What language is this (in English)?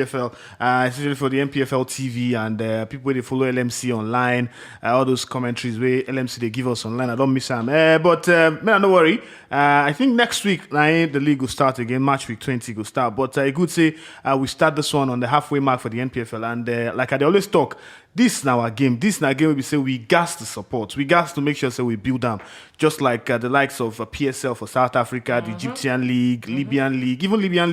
Nigerian Pidgin